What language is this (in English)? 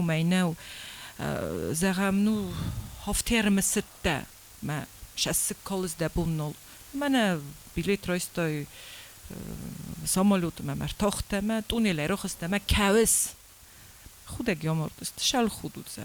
Ossetic